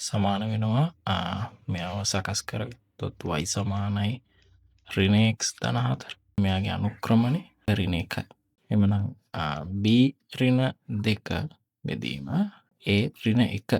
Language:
Sinhala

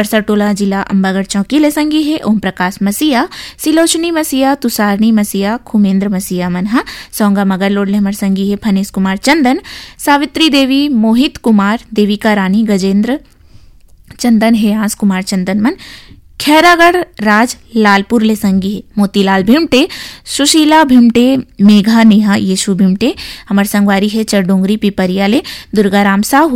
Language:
Chhattisgarhi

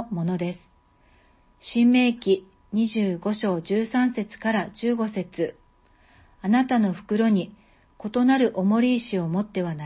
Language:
Japanese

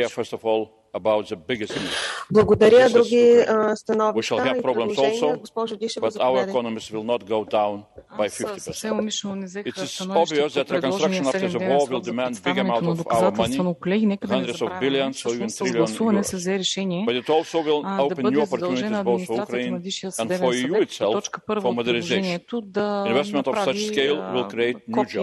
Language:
Bulgarian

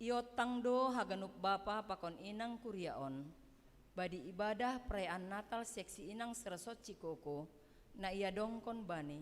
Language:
Batak Simalungun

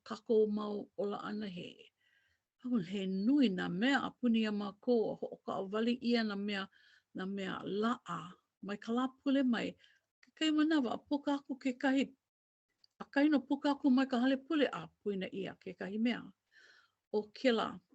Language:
Hawaiian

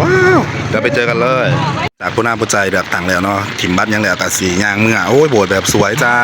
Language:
Northeastern Thai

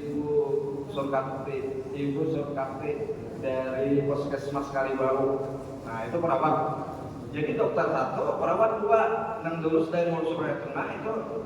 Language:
Banjar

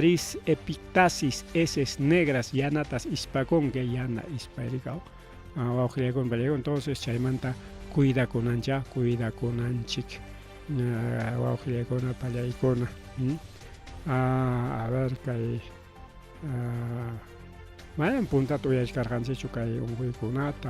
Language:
Ayacucho Quechua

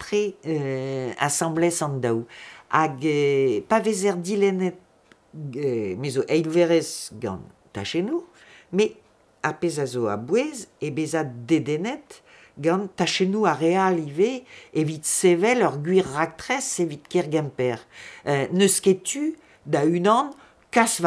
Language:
Breton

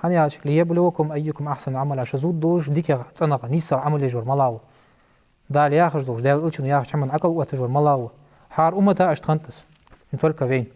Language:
Ingush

